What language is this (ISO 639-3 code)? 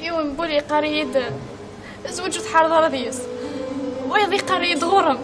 kab